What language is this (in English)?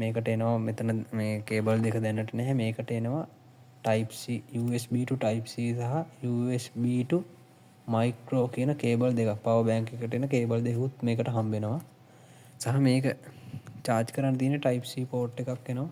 Sinhala